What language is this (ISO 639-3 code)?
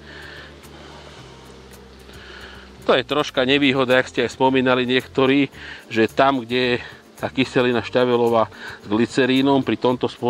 slk